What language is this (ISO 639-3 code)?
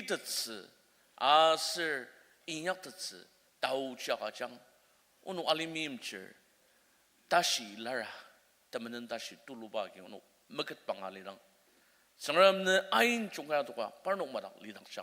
njo